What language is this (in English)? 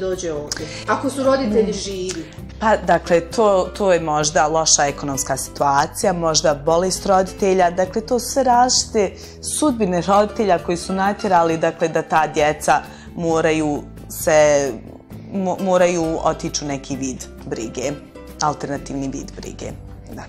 Bosnian